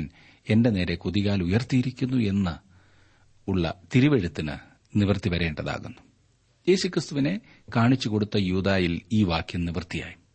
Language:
Malayalam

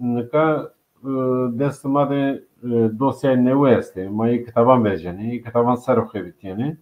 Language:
Zaza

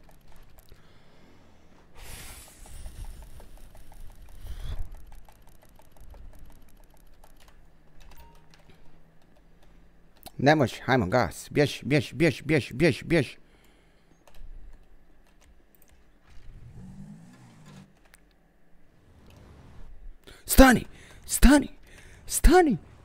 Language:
Bosnian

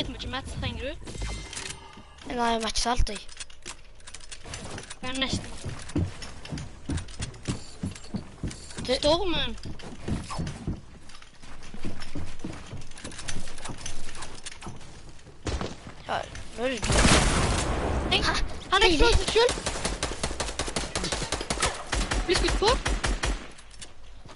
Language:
Norwegian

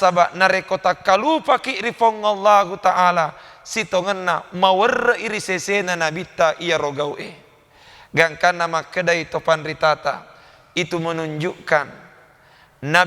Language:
Buginese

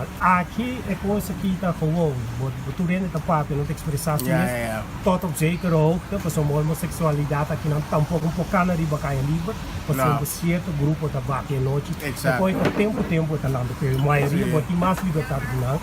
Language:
Papiamento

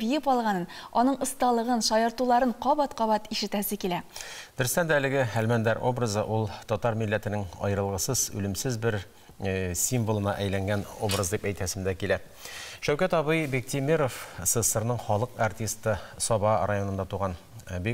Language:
Tatar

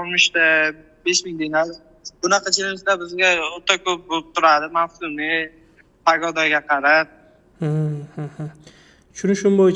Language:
Uzbek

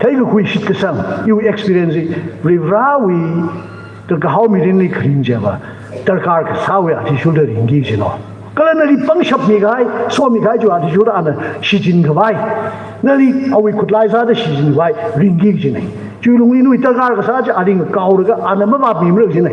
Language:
Tangkhul Naga (India)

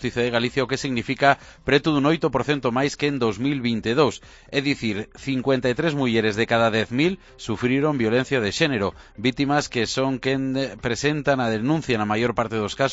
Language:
Galician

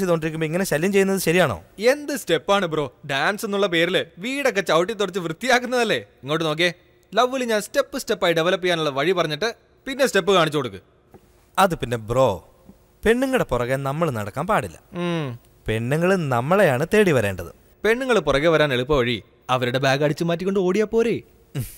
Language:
Malayalam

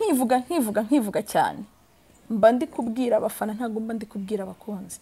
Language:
Kinyarwanda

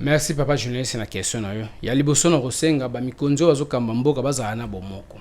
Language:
Lingala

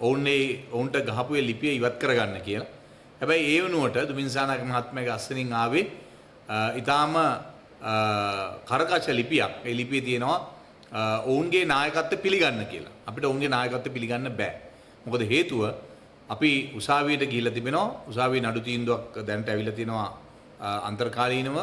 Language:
Sinhala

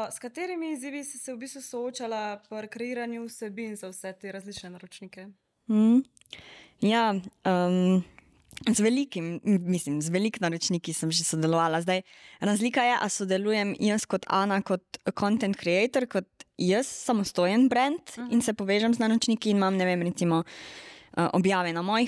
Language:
Slovenian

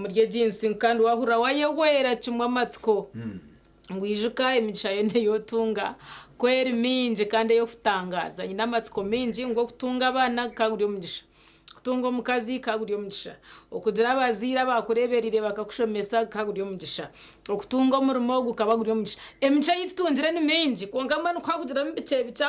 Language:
Nyankole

